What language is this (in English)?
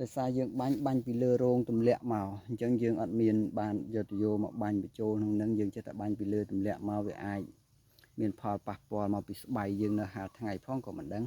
Khmer